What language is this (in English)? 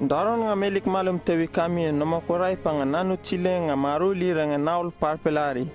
Uripiv-Wala-Rano-Atchin